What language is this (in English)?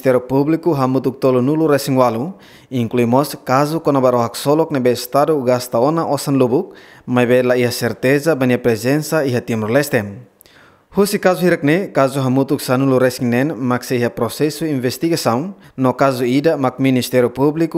Tetum